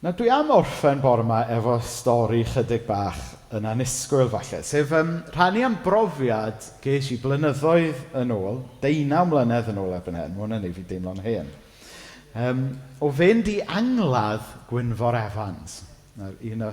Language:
Welsh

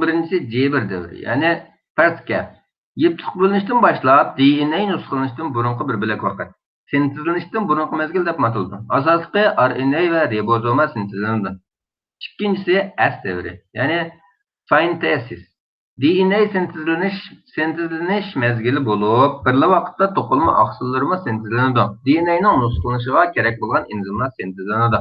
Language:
Uyghur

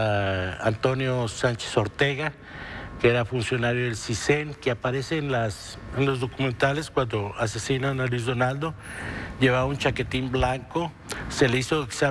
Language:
Spanish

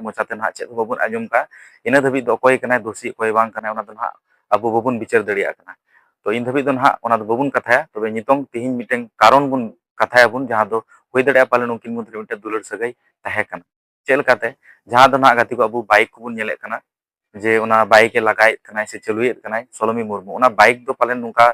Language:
Santali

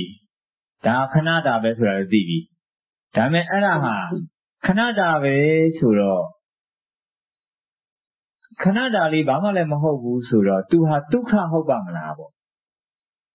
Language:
Burmese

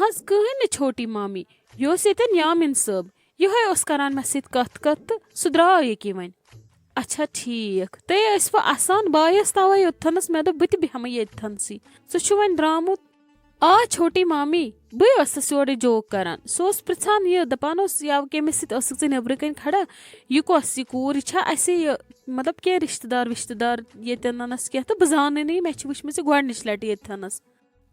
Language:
Kashmiri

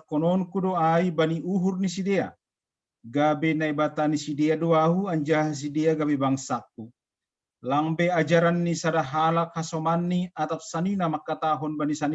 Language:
Batak Simalungun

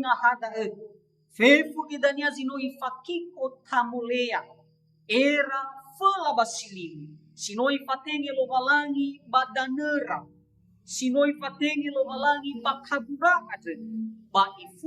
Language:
Nias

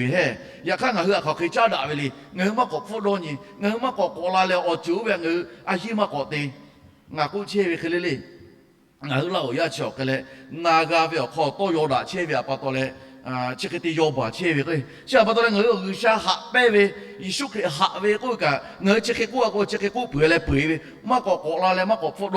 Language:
Lahu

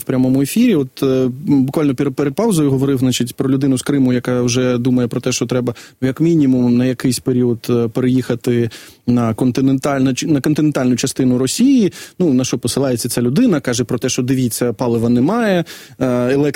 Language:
Ukrainian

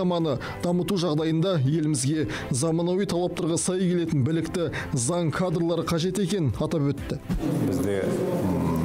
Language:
Kazakh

